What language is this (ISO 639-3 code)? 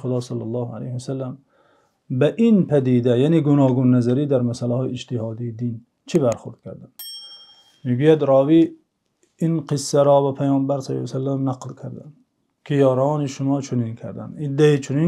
tgk